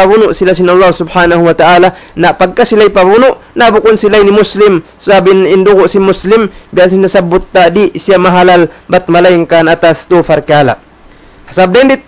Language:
Tausug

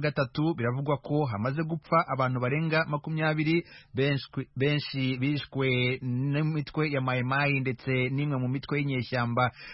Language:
Kinyarwanda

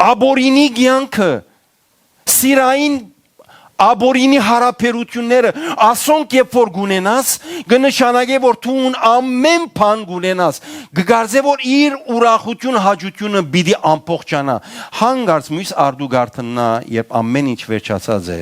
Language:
Western Armenian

